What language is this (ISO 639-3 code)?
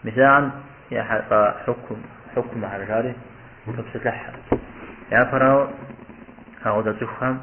kbd